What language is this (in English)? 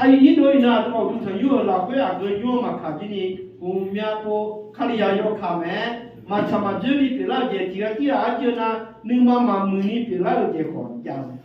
Akha